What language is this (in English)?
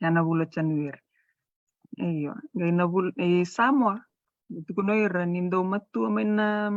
Fijian